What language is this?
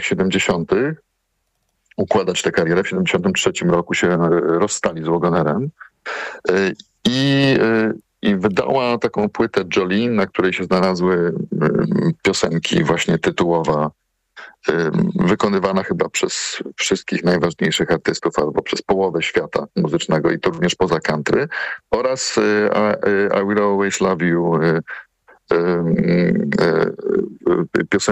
Polish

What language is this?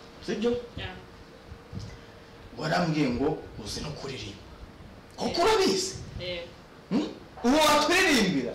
Kinyarwanda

